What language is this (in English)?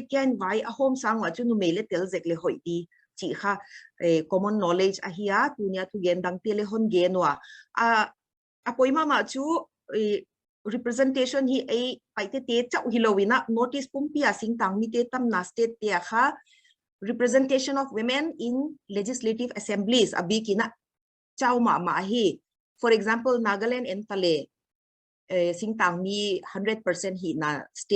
Paite Chin